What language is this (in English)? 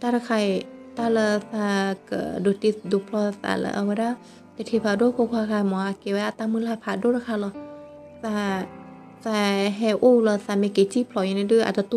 S'gaw Karen